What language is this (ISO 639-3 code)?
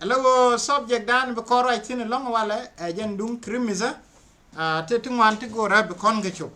nus